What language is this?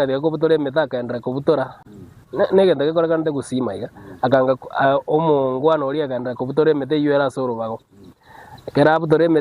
Gusii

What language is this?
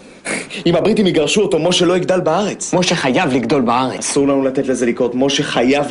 Hebrew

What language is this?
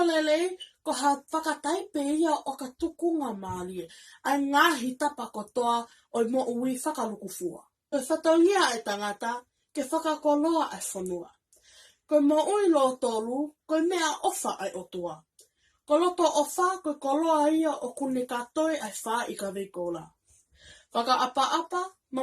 Tongan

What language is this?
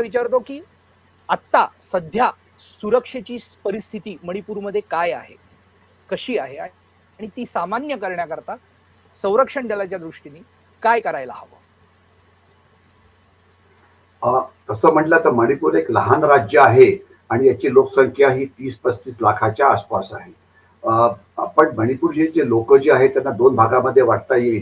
Marathi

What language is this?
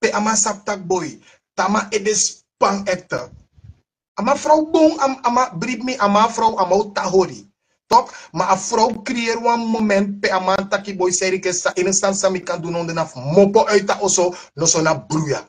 Sranan Tongo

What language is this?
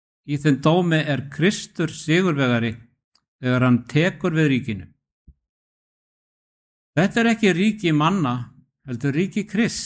Icelandic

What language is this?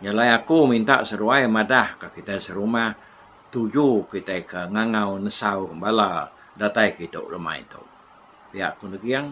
Iban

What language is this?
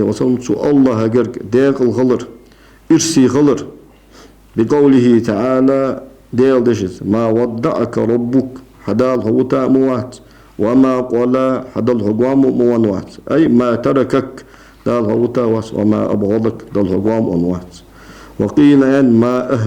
Ingush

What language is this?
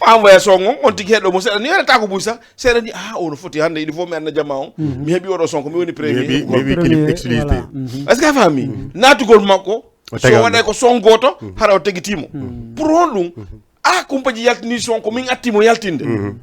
Fula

